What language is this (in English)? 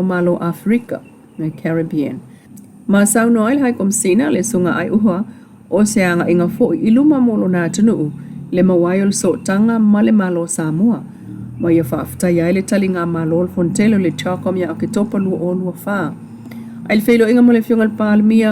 Samoan